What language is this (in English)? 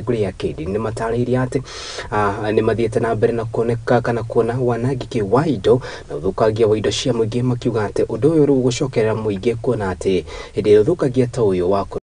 Kikuyu